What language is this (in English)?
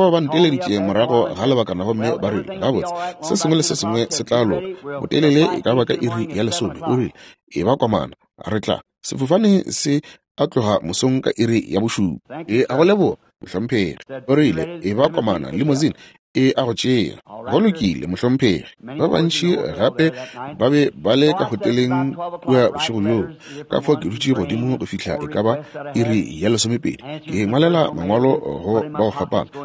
Northern Sotho